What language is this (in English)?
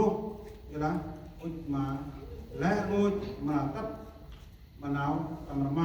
Central Mnong